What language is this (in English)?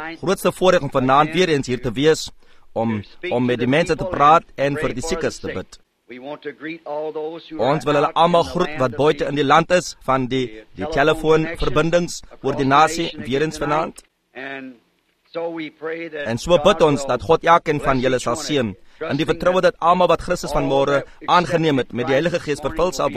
Afrikaans